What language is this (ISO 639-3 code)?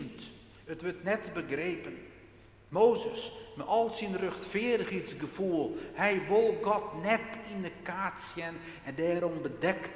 fry